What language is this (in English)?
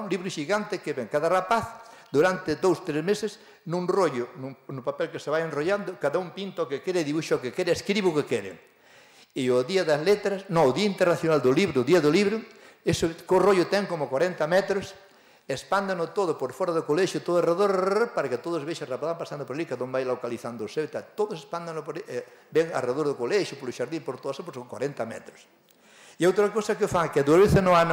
Galician